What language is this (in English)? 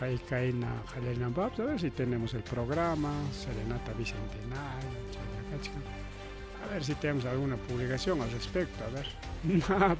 Ayacucho Quechua